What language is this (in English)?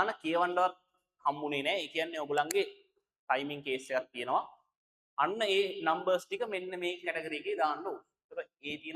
Sinhala